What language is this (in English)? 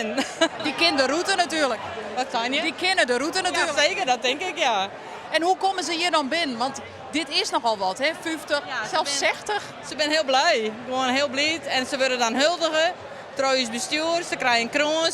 Western Frisian